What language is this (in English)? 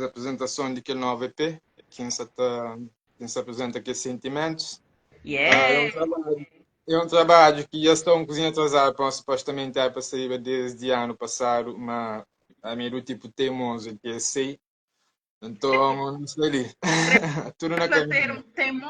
Kabuverdianu